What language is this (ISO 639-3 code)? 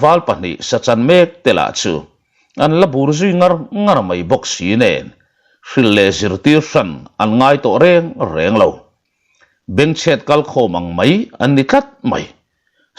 lus